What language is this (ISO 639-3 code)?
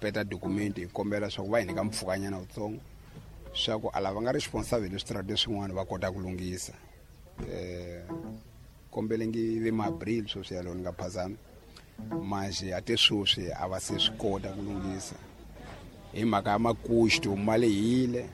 tso